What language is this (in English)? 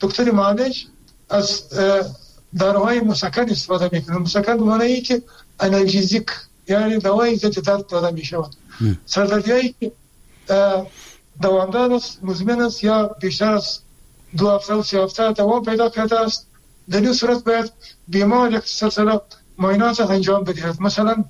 Persian